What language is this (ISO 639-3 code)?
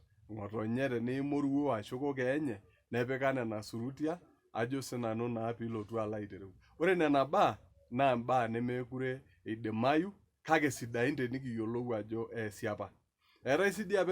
mas